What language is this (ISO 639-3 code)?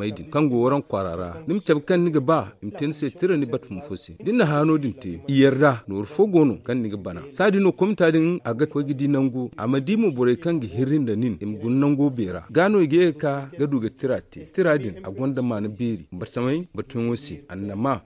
dje